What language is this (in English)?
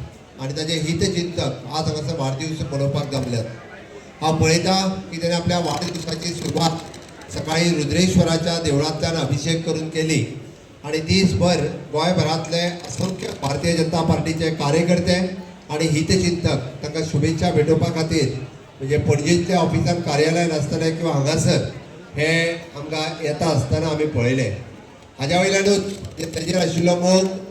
Konkani